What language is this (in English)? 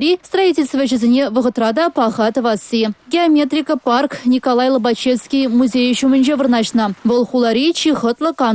Chuvash